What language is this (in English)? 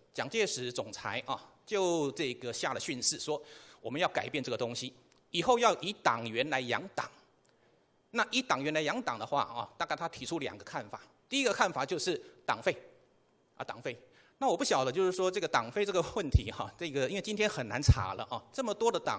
Chinese